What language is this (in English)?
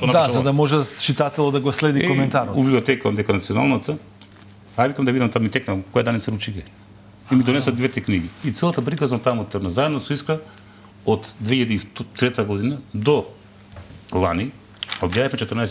Macedonian